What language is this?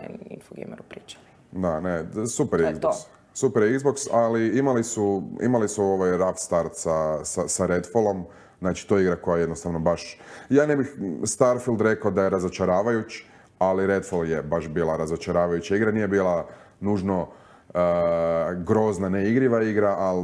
Croatian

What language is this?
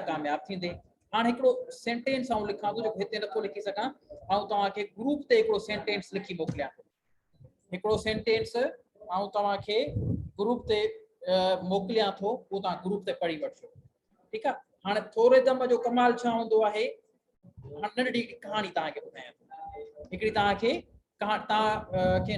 Sindhi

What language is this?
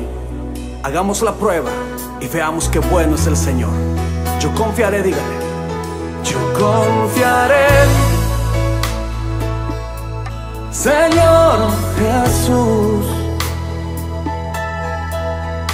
Spanish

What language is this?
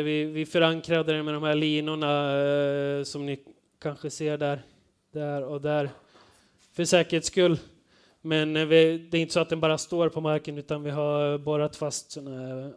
Swedish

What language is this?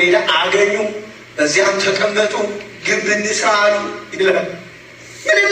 Amharic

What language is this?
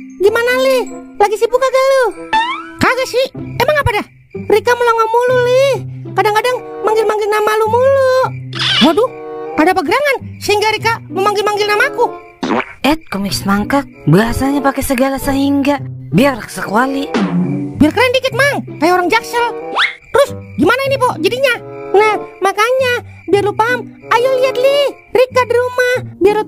Betawi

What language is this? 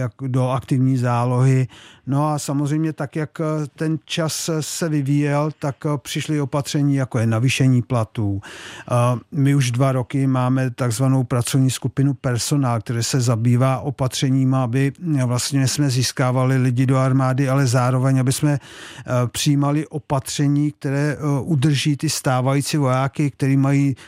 Czech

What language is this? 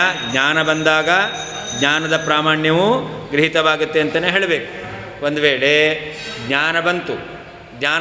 Kannada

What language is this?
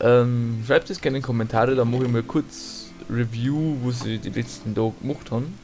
Bavarian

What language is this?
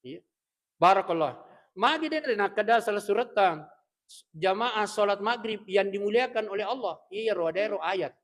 Buginese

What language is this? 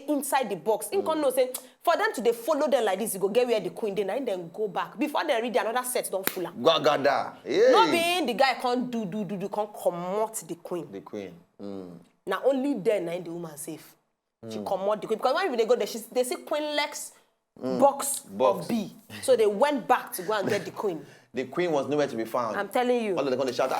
Nigerian Pidgin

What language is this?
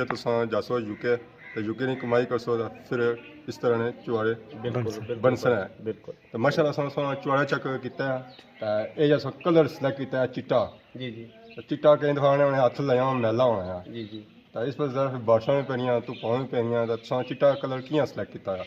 Pahari-Potwari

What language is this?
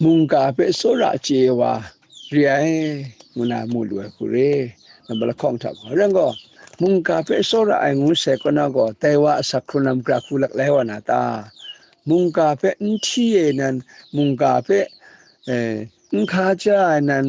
Kachin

